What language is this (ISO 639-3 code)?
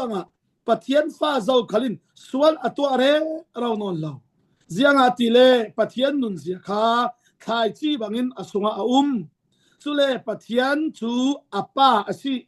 cfm